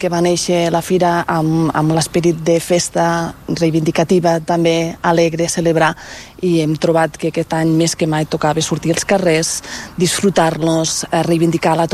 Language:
Catalan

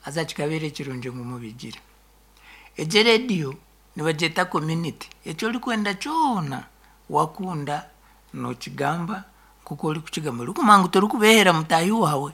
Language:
Nyankole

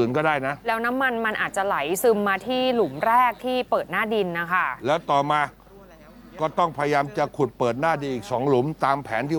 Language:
Thai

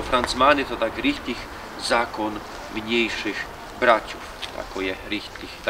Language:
Silesian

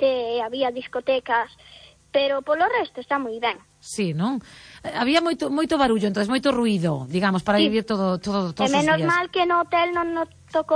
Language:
Galician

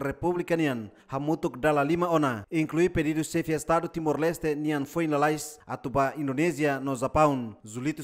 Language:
Tetum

